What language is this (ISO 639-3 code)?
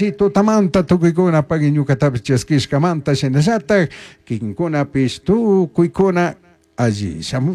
qug